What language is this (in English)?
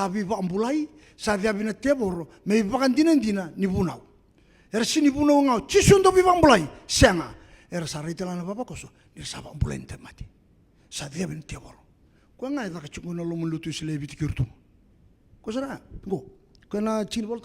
Fijian